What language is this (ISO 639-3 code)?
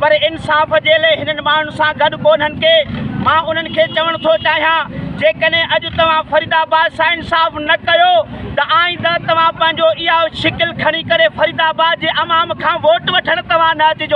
snd